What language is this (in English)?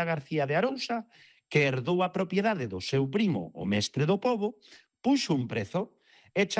Galician